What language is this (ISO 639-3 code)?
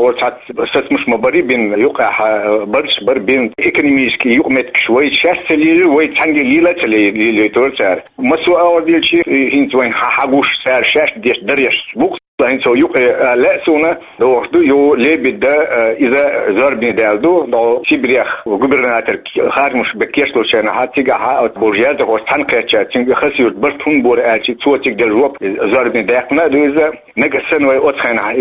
che